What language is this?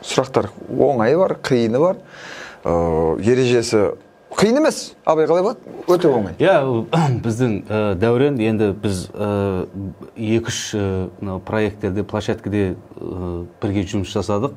Kazakh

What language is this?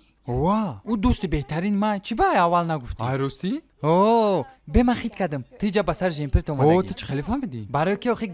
Tajik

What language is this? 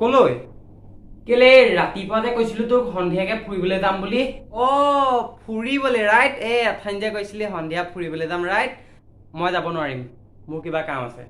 Assamese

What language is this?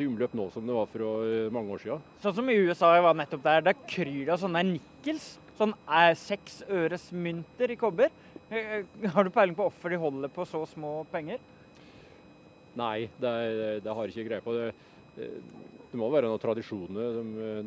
Norwegian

